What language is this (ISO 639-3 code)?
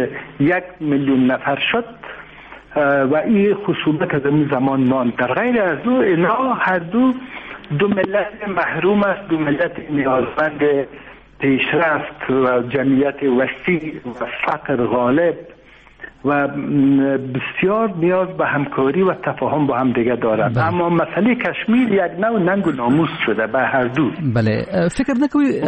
fas